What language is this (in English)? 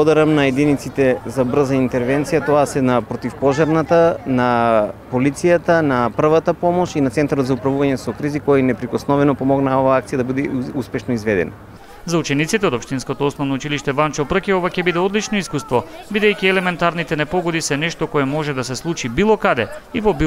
Macedonian